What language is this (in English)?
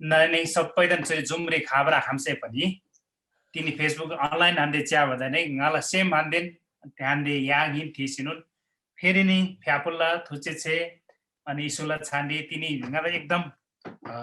Eastern Tamang